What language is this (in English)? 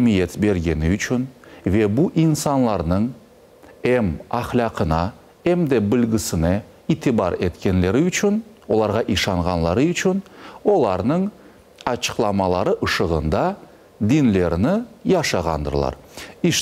Crimean Tatar